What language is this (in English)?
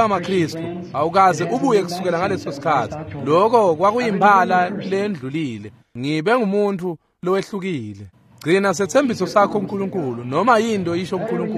Swati